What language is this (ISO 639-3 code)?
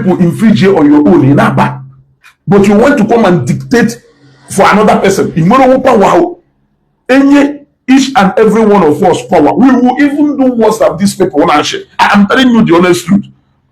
ibo